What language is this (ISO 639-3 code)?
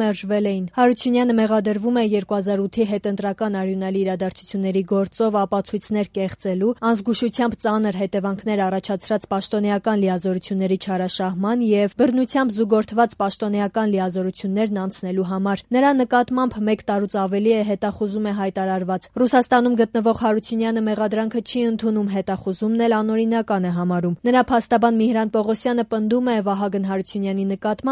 hye